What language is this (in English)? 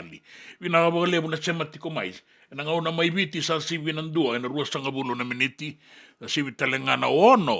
Fijian